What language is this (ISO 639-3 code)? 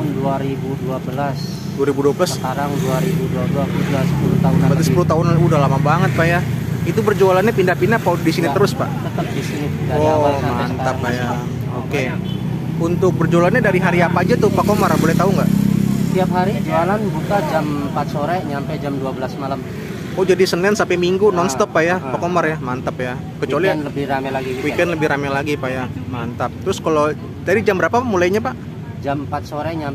ind